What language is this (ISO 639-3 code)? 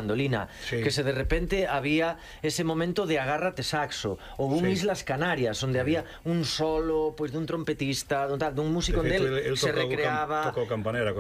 glg